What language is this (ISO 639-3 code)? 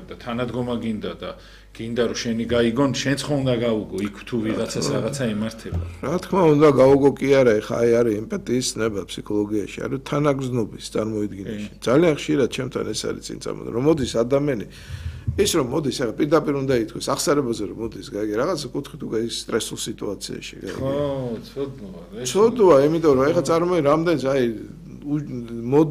kat